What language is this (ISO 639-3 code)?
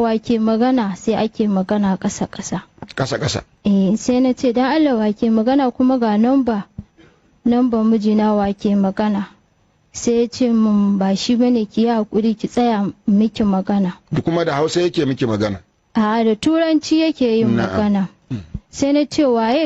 hau